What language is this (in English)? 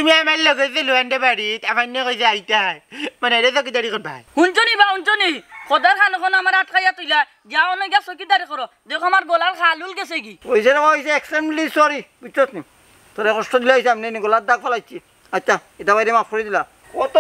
Sylheti